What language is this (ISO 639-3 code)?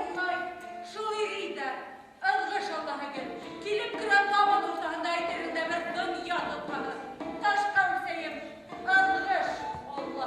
bak